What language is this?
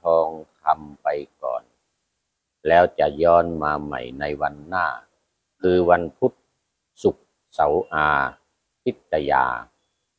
Thai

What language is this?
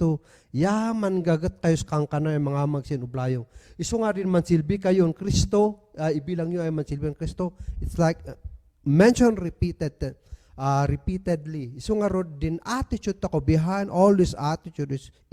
Kankanaey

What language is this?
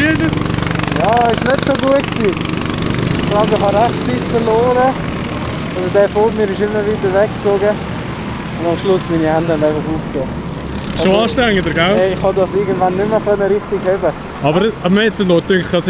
Swiss German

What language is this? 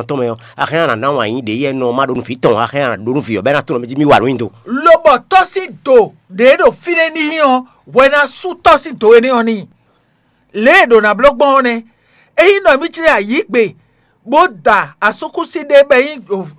Fon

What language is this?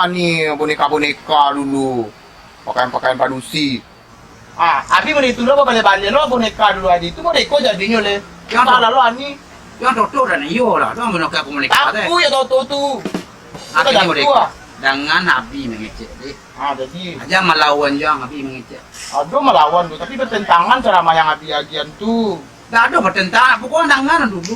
Minangkabau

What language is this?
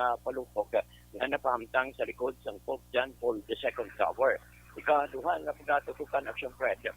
Hiligaynon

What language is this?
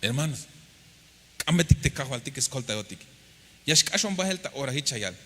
Tzeltal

